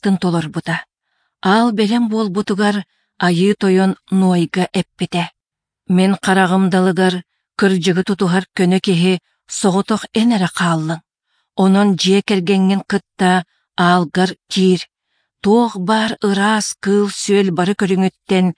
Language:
Yakut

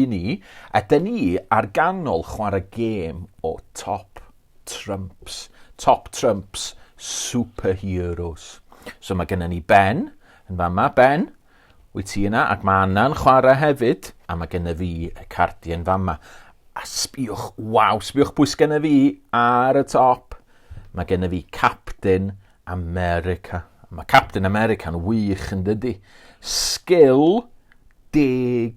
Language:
Welsh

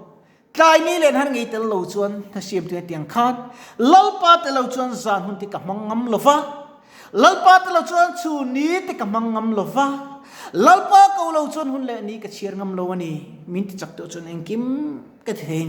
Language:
Mizo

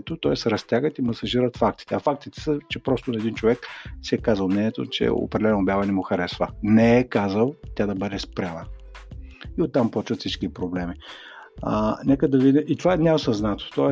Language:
Bulgarian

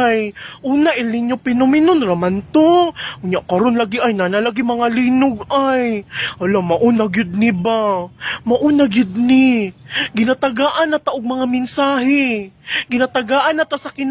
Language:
Cebuano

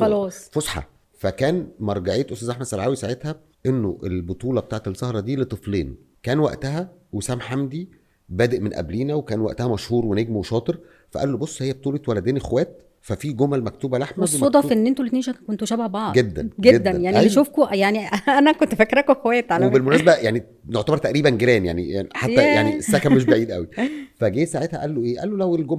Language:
Egyptian Arabic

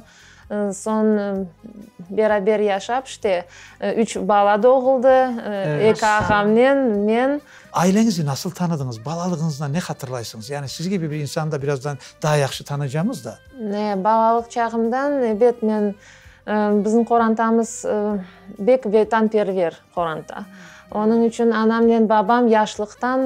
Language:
Crimean Tatar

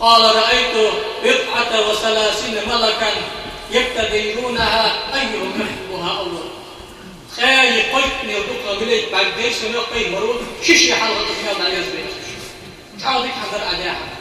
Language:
Ingush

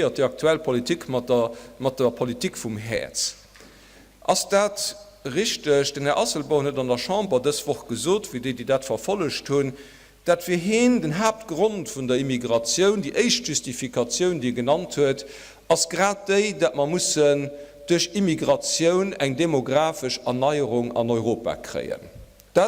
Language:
Luxembourgish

